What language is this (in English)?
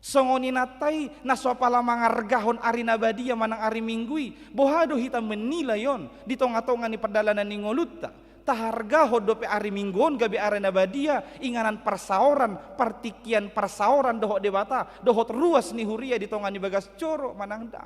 Batak Toba